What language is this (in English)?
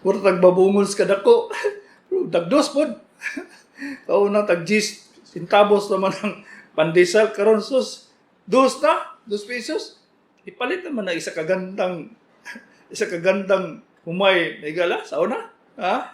Cebuano